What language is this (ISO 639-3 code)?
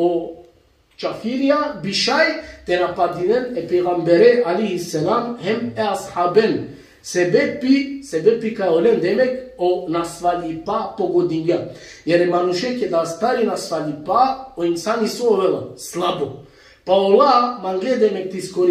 rmn